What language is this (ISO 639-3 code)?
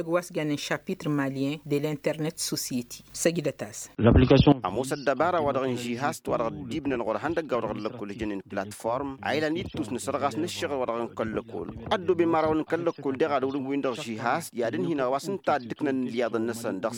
taq